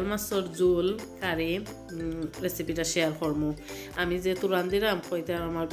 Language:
Sylheti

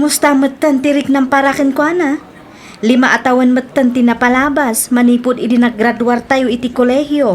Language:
Iloko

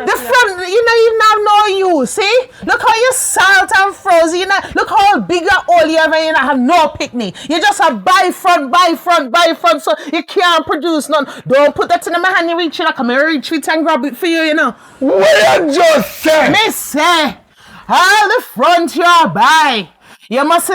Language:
Jamaican Creole English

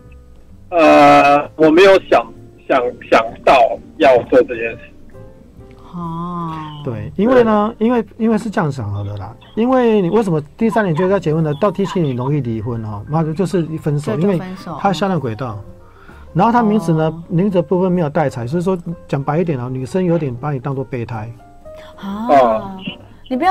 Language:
Chinese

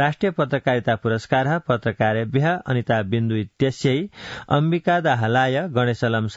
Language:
Sanskrit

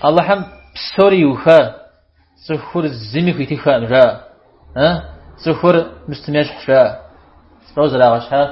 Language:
Kabardian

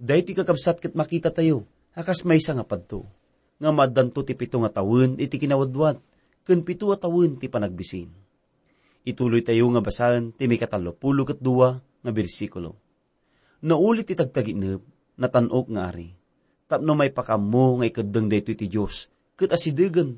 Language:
Iloko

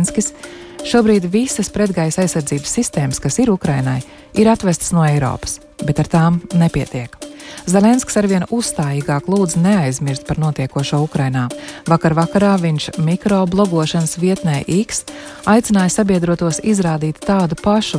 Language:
Latvian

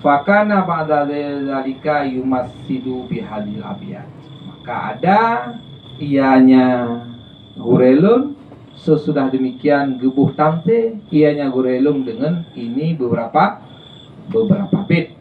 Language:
Achinese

